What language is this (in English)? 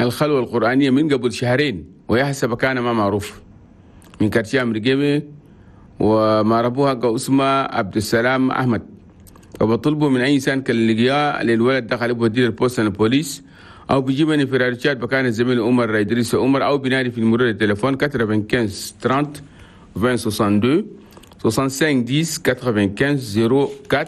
Chadian Arabic